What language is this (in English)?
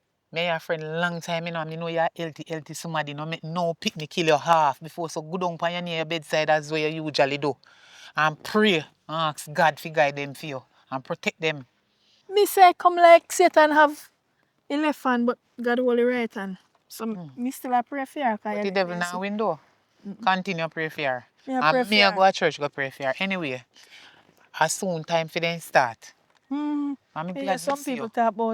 Jamaican Creole English